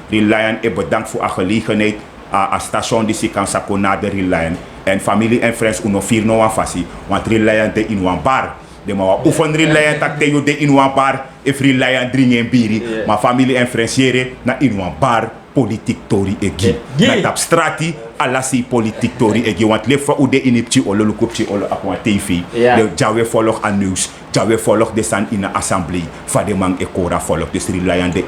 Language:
Sranan Tongo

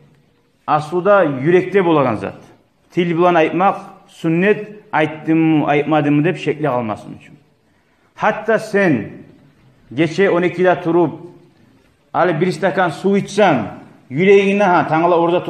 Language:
Kumyk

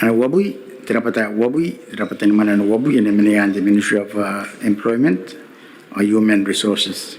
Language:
Gilbertese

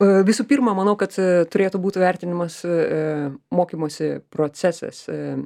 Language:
Lithuanian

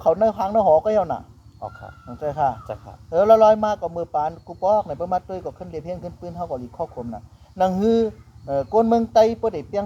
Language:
Shan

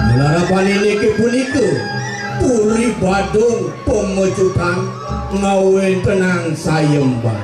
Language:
Balinese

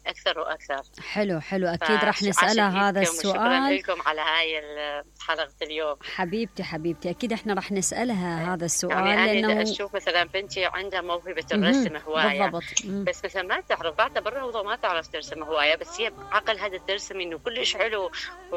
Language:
Mesopotamian Arabic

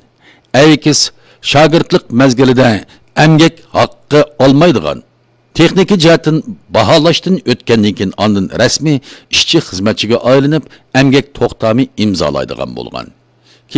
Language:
Uyghur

